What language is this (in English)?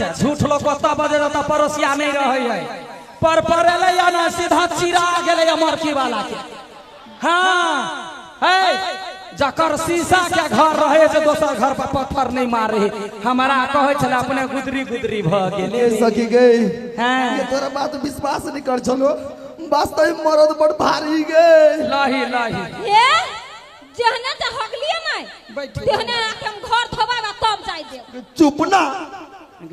Maithili